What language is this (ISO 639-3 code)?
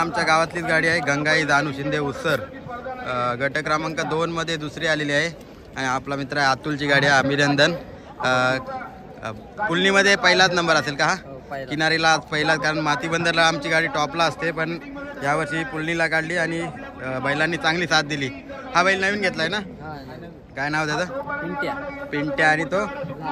mar